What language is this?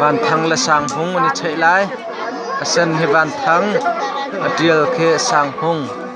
Hakha Chin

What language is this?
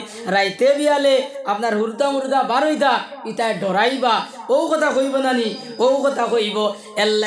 Sylheti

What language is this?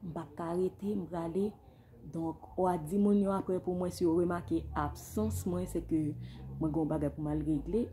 Haitian Creole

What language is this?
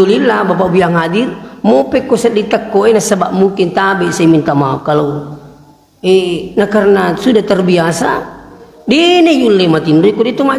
Buginese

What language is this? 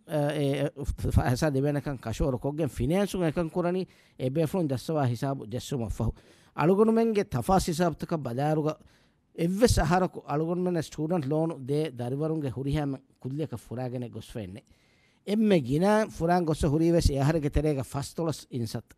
Divehi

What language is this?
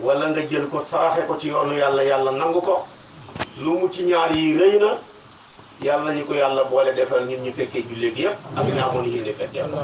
Wolof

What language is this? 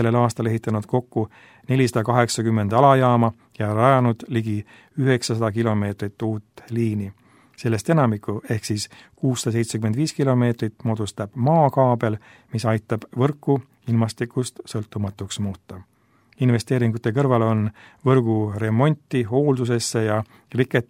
Estonian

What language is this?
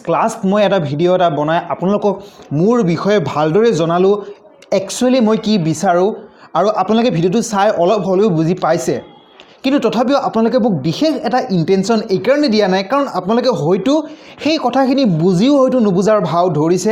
Assamese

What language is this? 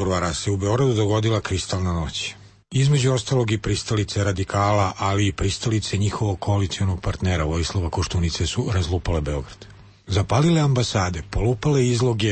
Serbian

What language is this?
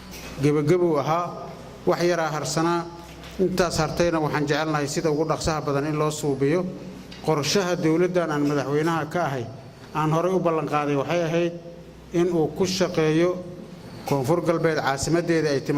Somali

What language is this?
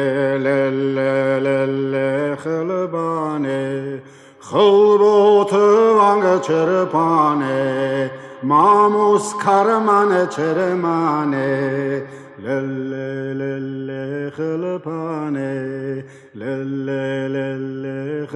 Armenian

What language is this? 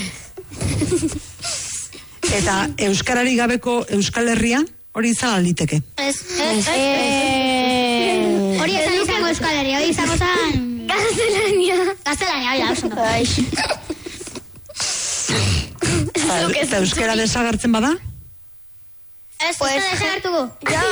Basque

